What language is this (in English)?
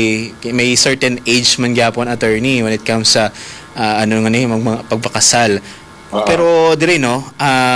Hiligaynon